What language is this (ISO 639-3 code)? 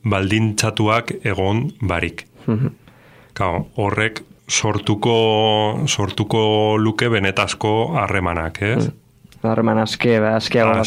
eus